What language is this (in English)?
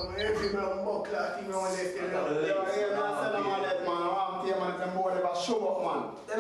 Jamaican Creole English